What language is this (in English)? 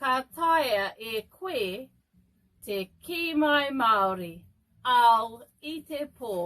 Māori